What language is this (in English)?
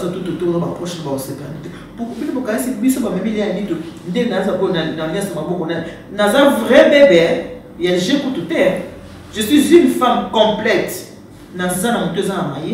Lingala